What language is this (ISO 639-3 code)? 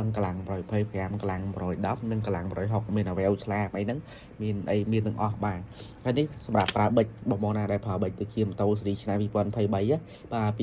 khm